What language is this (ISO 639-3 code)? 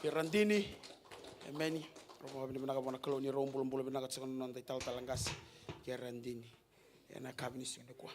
fij